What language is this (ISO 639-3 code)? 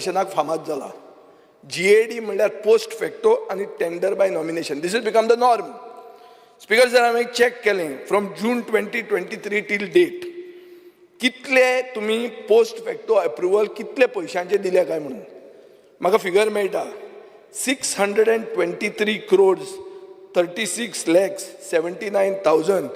kok